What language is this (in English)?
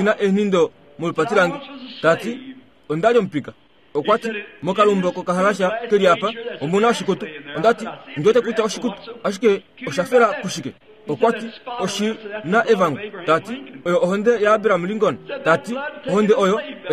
Kuanyama